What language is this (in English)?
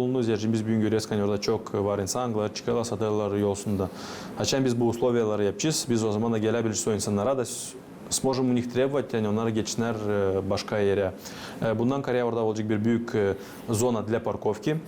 Gagauz